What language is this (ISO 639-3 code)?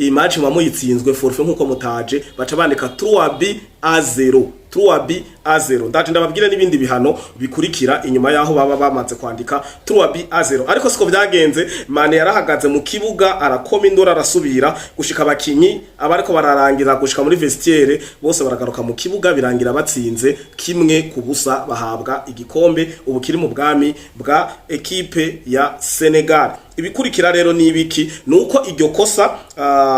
run